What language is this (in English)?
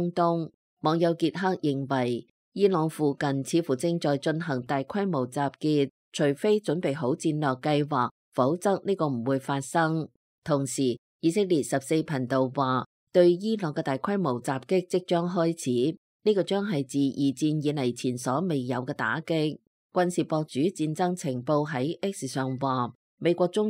Cantonese